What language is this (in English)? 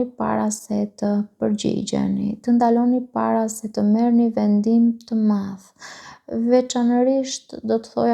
Albanian